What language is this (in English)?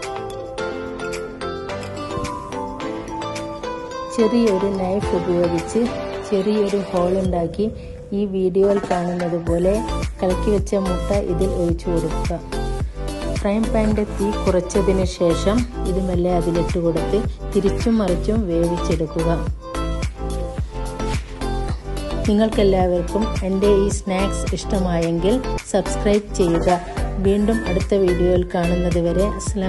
Malayalam